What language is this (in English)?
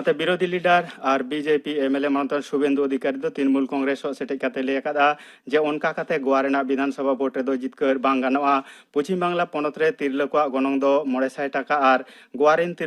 Santali